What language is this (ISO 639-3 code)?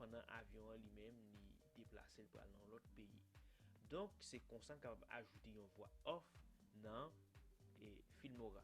hat